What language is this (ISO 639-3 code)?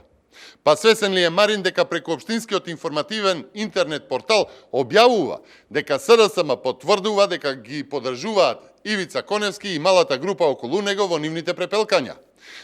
mkd